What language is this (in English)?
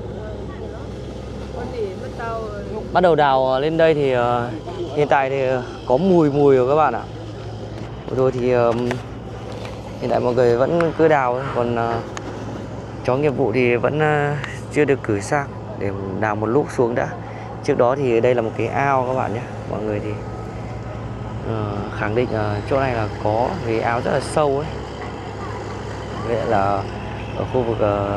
Vietnamese